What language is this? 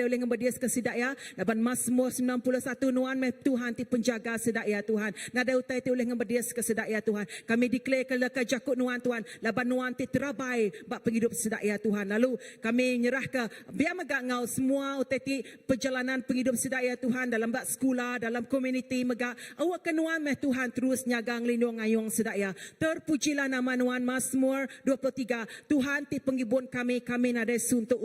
Iban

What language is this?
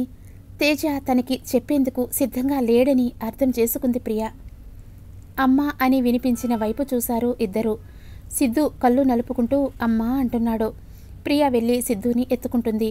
Telugu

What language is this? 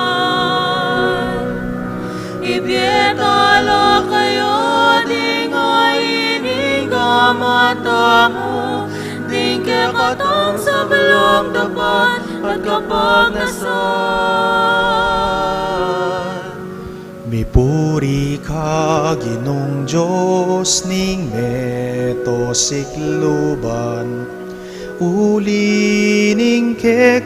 Pampanga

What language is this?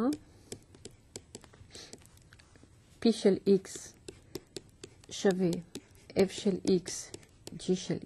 Hebrew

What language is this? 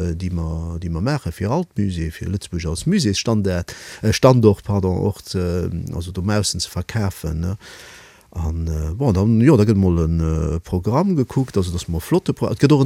Luxembourgish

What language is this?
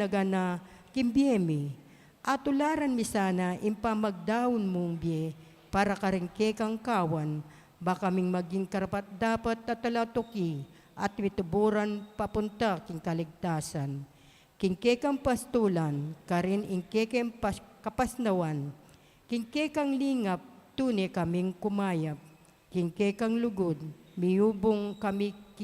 Pampanga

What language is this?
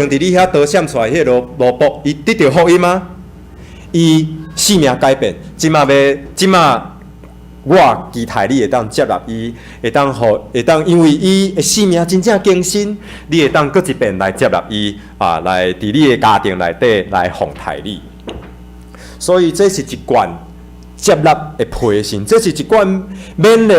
Min Nan Chinese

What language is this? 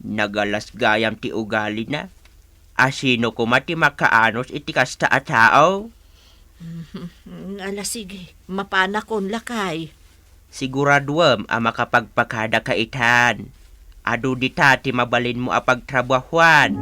Iloko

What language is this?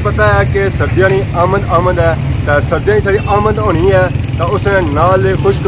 Pahari-Potwari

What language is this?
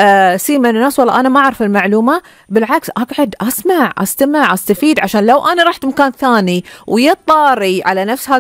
Gulf Arabic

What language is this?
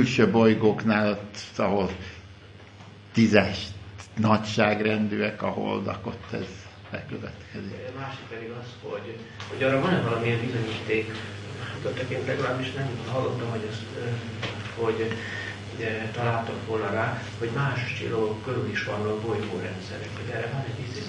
Hungarian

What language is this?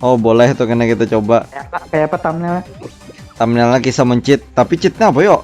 Banjar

